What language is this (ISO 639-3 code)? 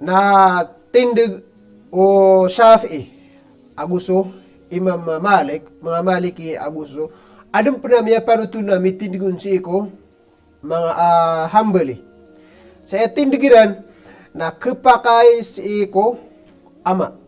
mrw